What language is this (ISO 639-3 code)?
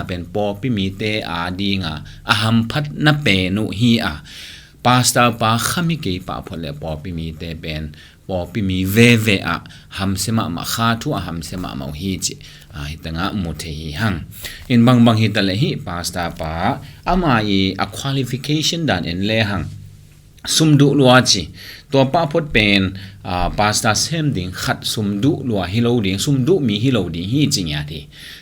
ctd